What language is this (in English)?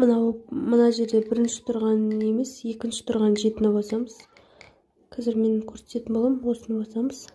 Kazakh